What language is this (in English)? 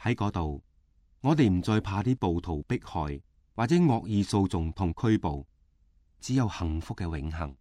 Cantonese